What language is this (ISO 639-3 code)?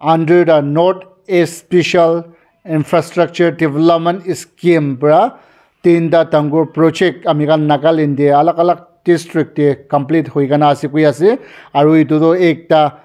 nag